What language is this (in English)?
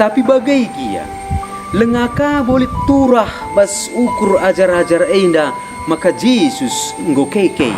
Batak Karo